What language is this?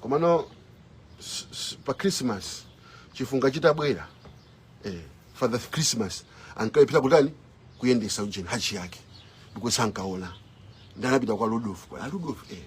Nyanja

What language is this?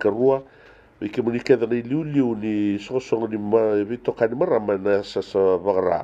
Fijian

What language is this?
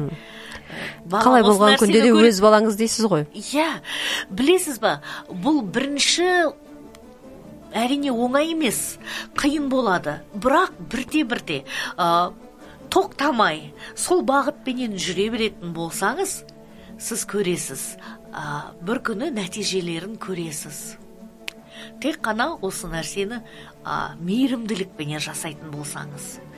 Kazakh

